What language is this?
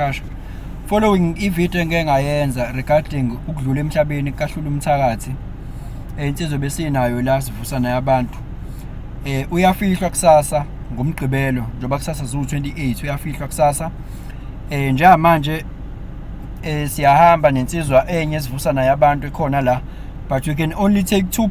Zulu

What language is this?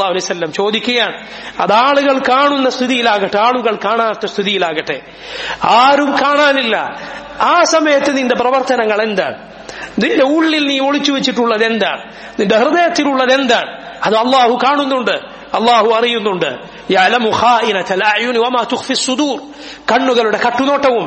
Malayalam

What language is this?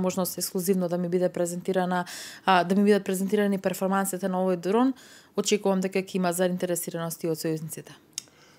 Macedonian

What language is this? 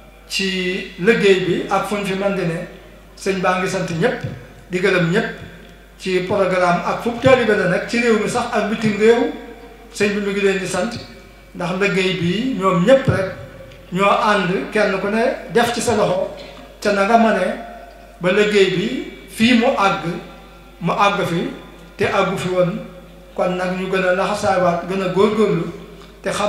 Wolof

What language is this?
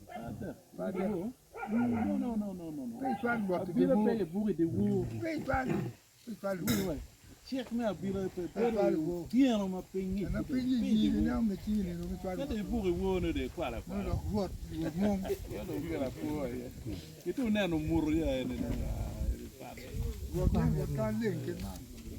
Acoli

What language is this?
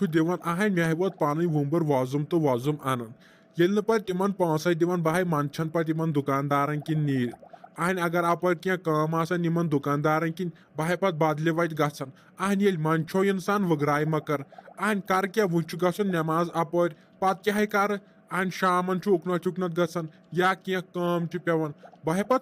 Kashmiri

